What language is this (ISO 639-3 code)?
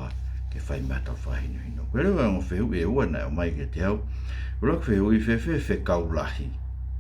ton